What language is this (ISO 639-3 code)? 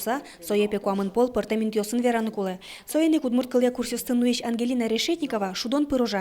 udm